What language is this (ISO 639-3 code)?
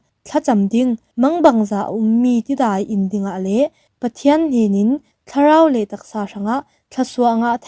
cfm